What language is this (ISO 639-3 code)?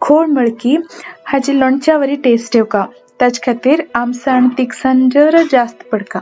kok